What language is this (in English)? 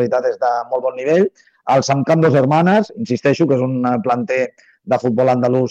Catalan